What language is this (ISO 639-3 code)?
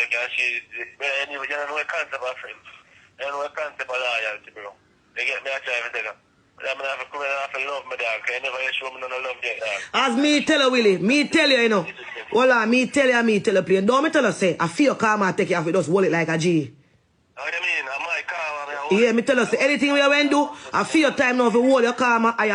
jam